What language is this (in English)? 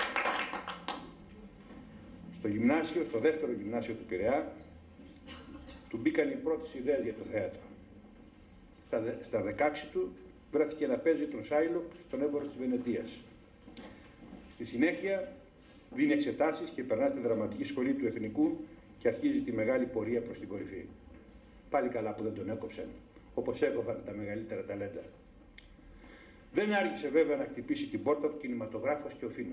Greek